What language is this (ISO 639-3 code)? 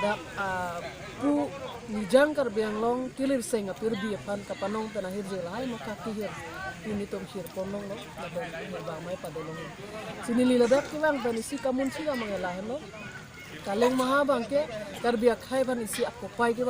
mjw